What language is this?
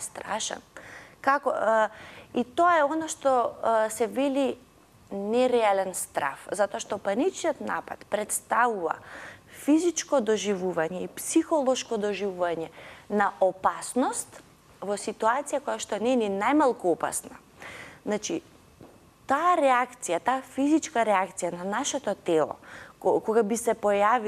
Macedonian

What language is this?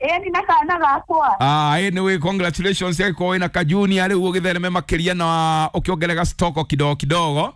Kikuyu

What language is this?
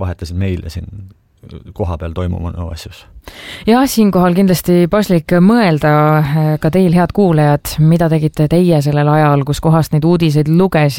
Estonian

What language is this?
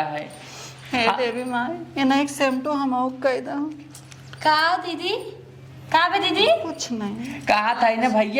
Awadhi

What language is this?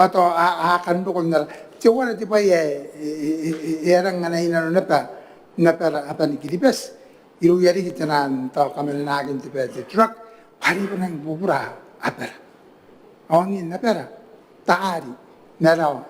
Gilbertese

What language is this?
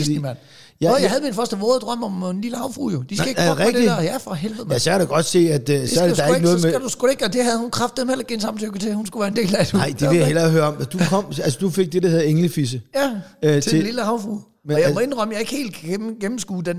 Danish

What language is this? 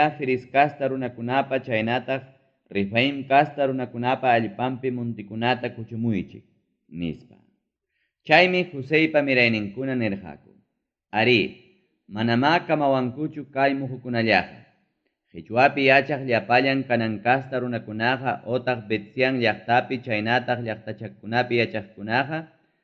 Ayacucho Quechua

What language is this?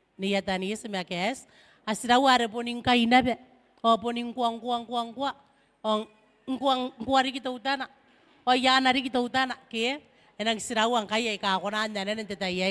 Gilbertese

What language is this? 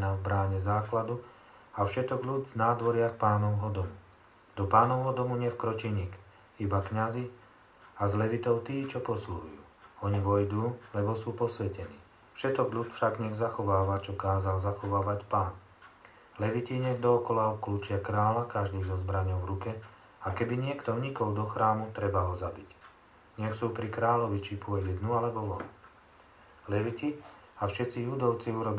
Slovak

